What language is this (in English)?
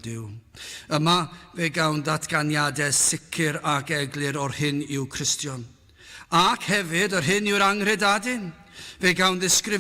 Welsh